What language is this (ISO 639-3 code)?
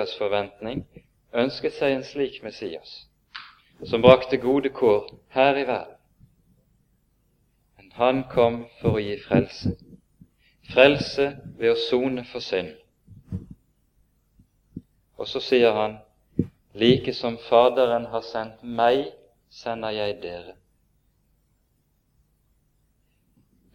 nor